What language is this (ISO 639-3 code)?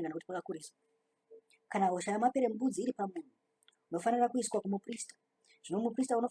sna